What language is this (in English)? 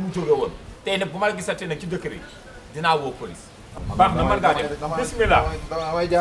Wolof